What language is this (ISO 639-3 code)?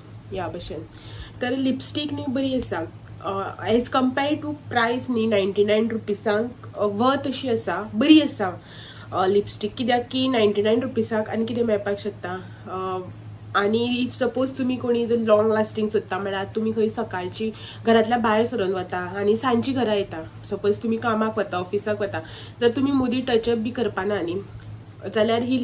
kok